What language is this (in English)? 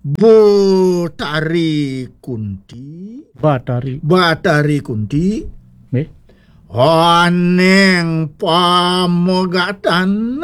Balinese